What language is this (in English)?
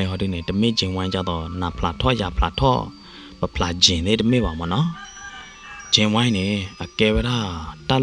S'gaw Karen